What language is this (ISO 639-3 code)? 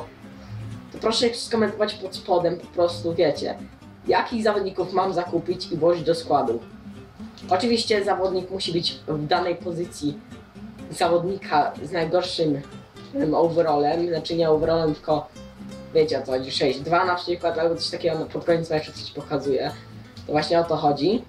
pol